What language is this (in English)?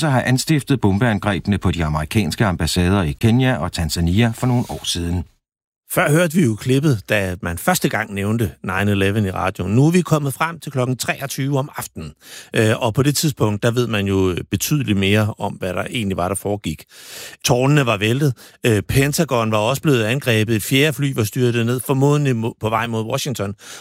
Danish